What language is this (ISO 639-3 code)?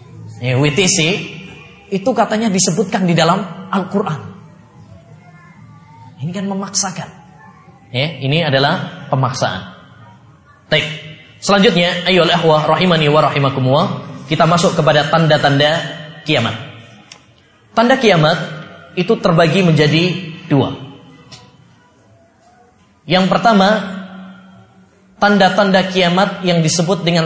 ind